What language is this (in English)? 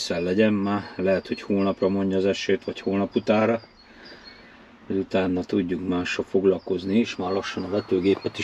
Hungarian